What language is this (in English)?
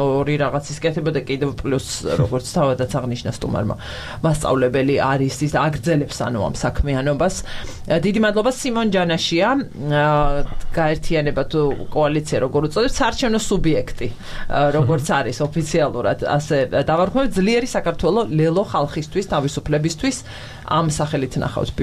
Georgian